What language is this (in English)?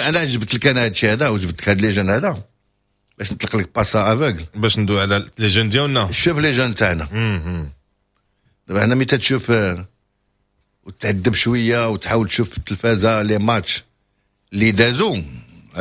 Moroccan Arabic